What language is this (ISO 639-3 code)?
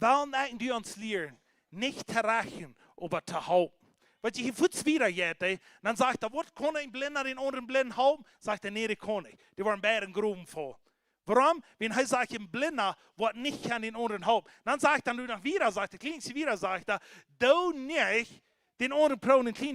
pdt